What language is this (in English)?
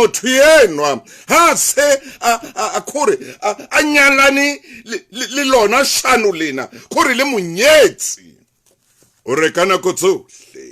Southern Sotho